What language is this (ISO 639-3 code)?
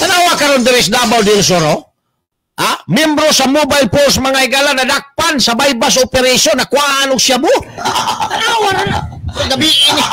ceb